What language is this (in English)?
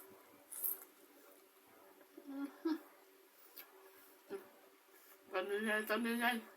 Lao